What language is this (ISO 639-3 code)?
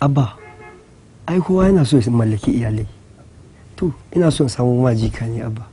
hau